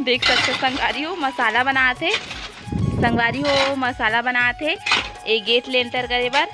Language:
Chhattisgarhi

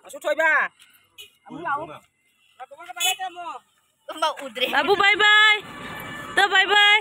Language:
Manipuri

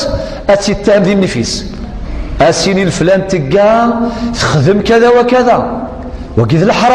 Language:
Kabyle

